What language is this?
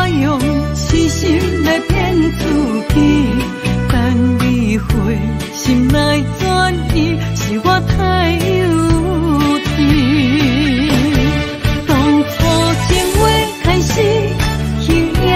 Chinese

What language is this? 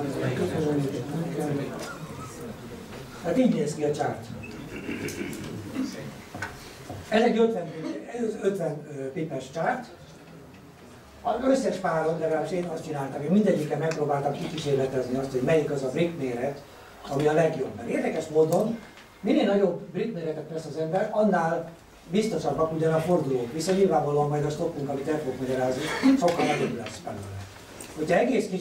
Hungarian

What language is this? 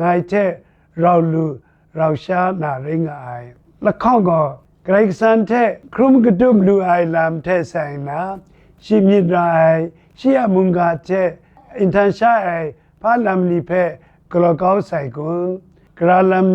Kachin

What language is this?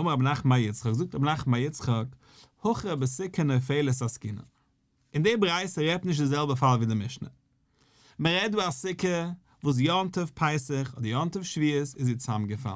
Yiddish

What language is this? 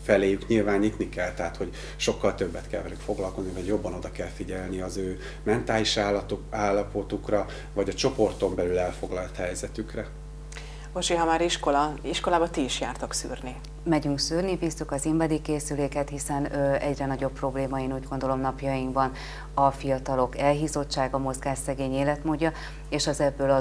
Hungarian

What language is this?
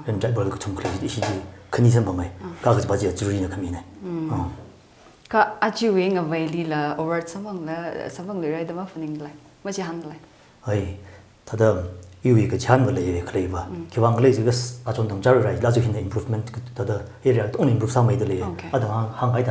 Tangkhul Naga (India)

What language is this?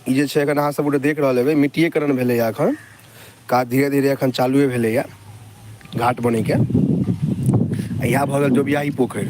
Maithili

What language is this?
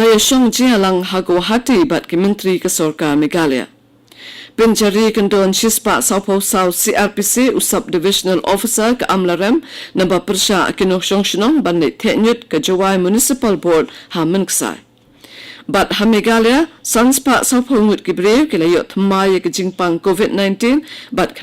Khasi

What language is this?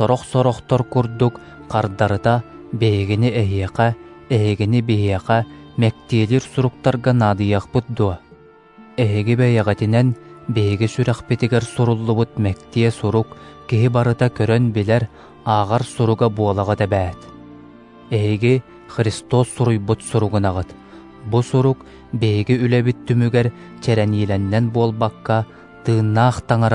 Yakut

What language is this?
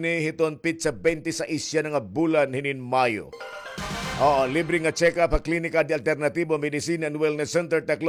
Waray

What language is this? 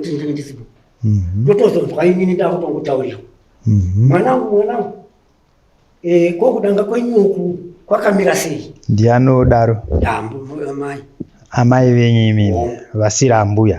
Shona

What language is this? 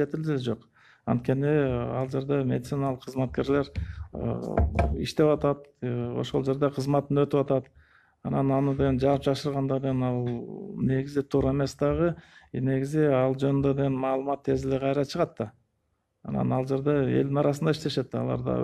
Kyrgyz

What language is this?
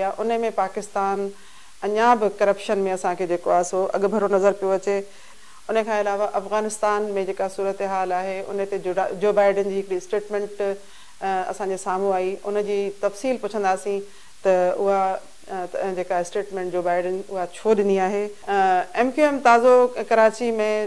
Sindhi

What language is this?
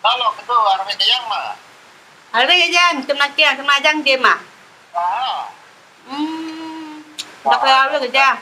Karbi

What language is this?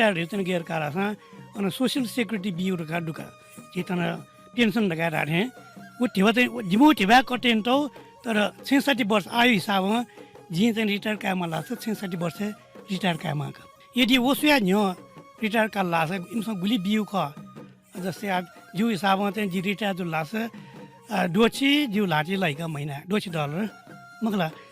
Newari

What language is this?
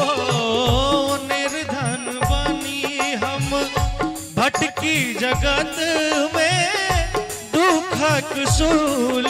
Maithili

